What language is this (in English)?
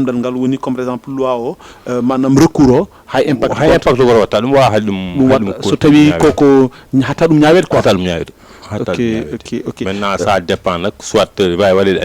Fula